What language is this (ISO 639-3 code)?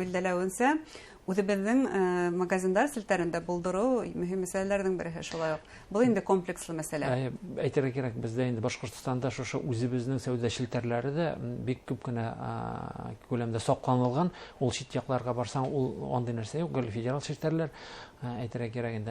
bak